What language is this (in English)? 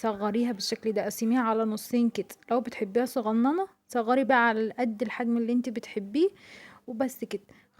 Egyptian Arabic